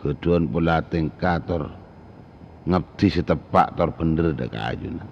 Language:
Madurese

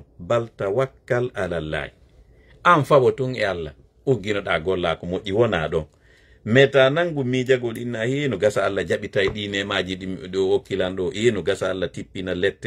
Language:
Fula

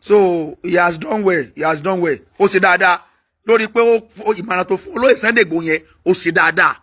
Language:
Yoruba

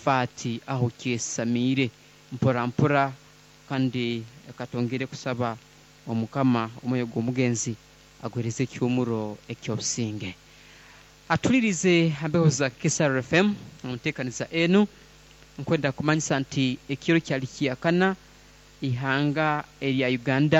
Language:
Nyankole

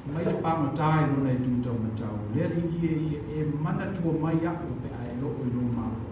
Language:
Samoan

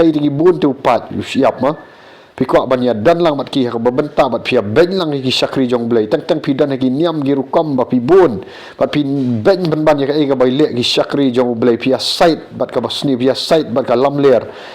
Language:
Khasi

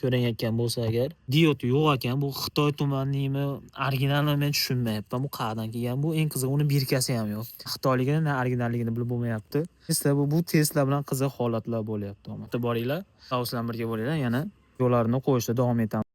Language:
Uzbek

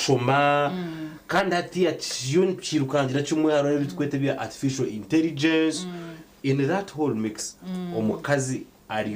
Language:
Nyankole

